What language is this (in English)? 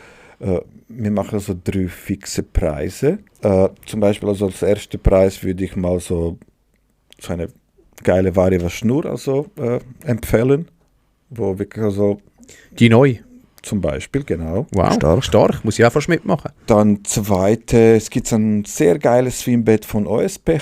Swiss German